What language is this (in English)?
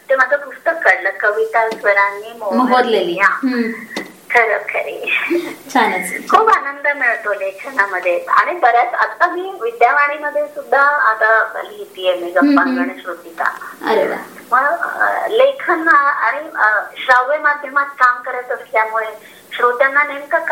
Marathi